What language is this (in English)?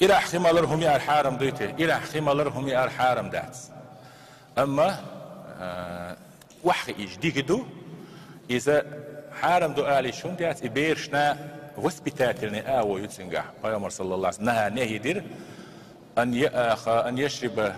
Chechen